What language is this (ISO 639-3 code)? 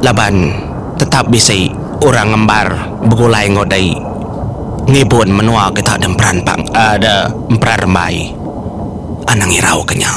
iba